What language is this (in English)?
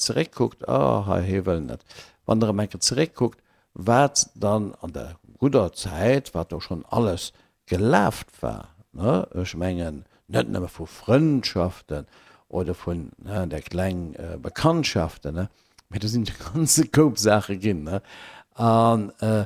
Luxembourgish